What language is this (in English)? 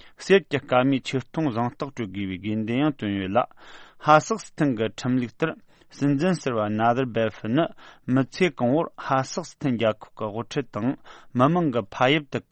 Tibetan